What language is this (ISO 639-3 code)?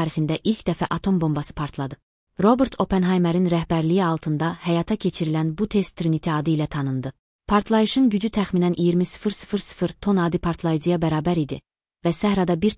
aze